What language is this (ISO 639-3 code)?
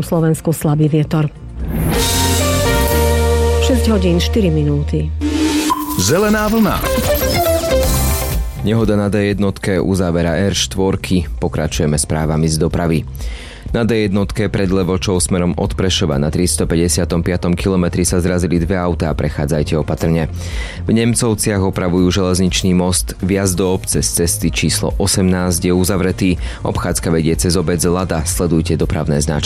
slk